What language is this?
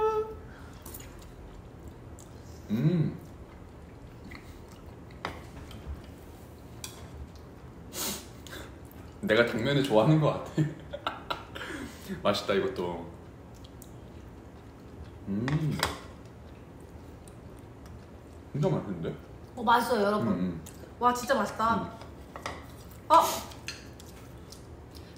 Korean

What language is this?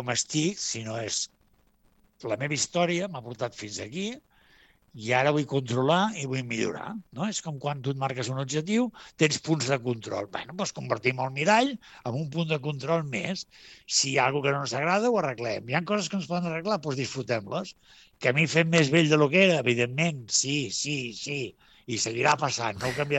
Catalan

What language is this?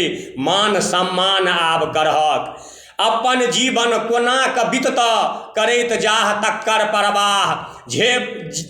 Maithili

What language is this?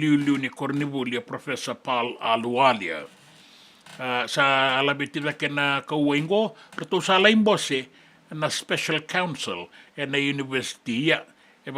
Fijian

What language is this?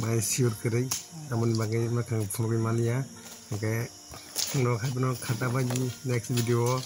Kok Borok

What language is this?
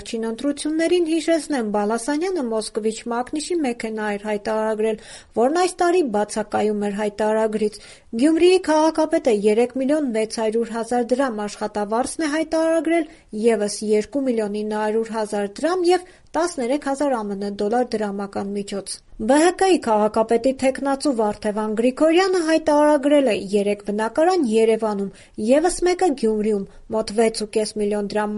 Armenian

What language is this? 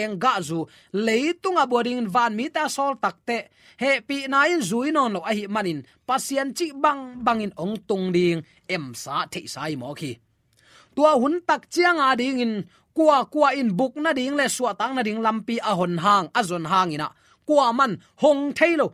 Tedim Chin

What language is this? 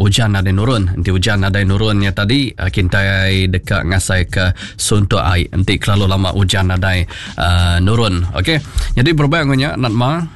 Iban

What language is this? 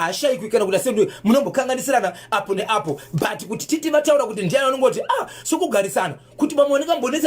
Shona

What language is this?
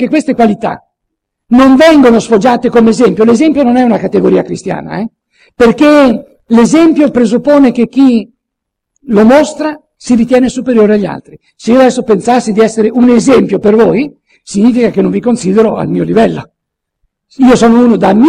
Italian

